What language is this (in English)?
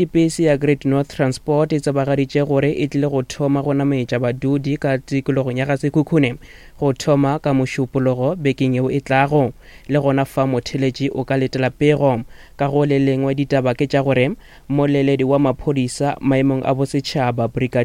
Northern Sotho